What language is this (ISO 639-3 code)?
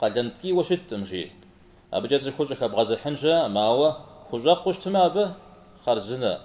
kbd